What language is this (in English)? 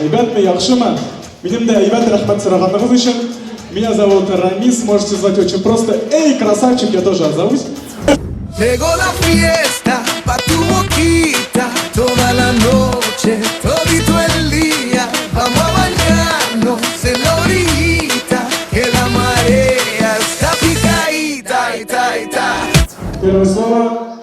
Tatar